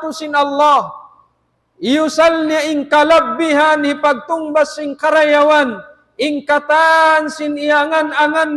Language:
Tausug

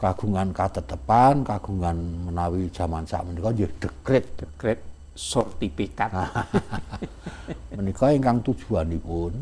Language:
Javanese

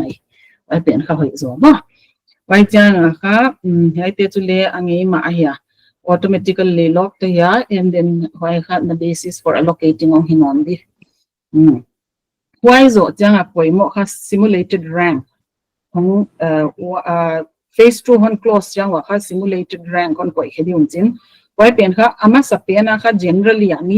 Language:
Paite Chin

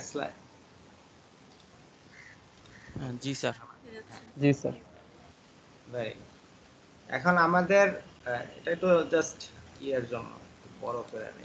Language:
Bangla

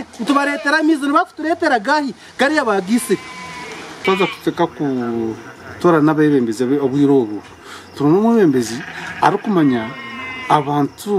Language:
Nyankole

